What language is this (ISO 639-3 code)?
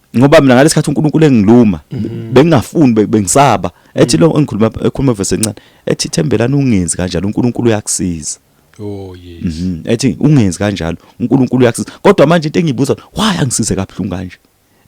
zul